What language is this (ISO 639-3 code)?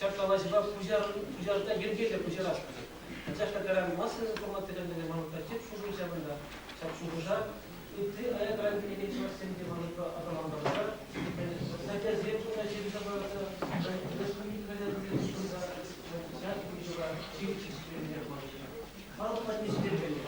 chv